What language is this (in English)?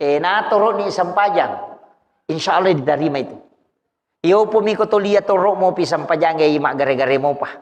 Buginese